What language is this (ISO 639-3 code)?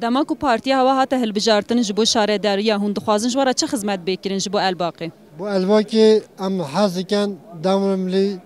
kur